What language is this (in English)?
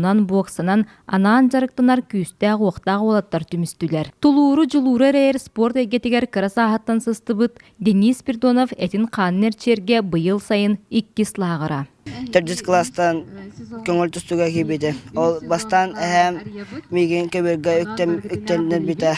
Yakut